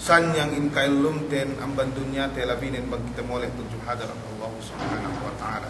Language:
Yakan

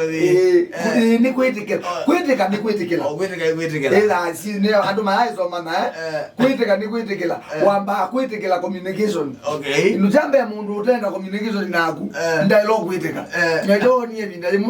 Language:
Kamba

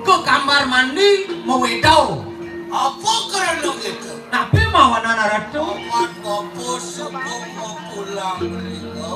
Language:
Balinese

